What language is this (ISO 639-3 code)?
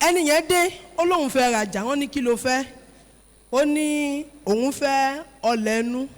yor